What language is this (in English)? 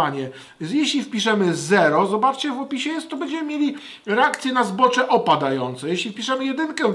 Polish